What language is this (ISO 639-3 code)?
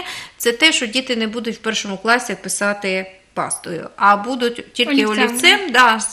ukr